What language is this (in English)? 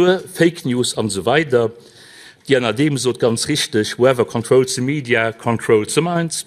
Luxembourgish